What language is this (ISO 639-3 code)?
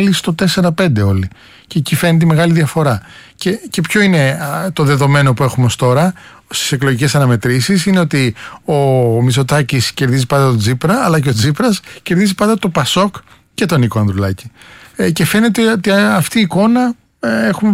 ell